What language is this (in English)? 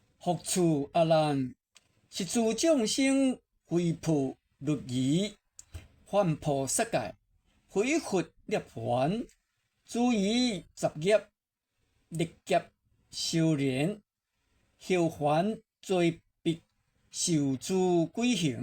Min Nan Chinese